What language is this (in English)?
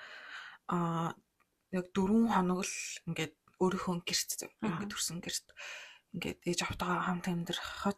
Mongolian